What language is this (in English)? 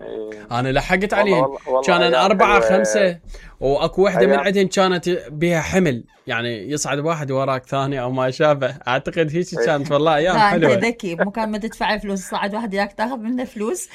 Mesopotamian Arabic